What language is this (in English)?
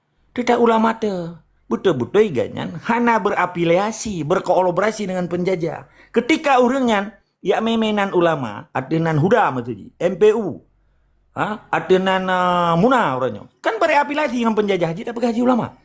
Achinese